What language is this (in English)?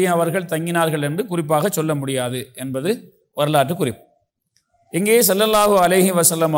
Tamil